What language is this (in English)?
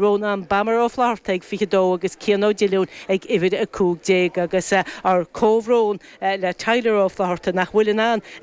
Irish